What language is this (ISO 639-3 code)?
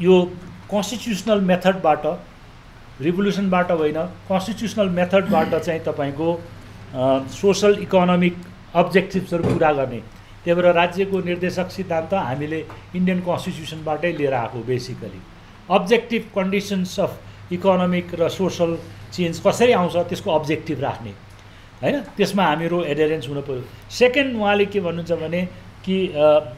nep